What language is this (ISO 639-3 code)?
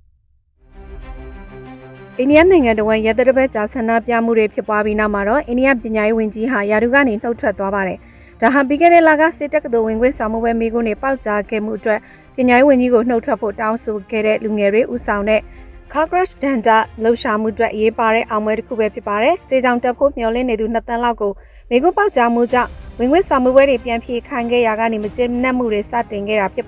mya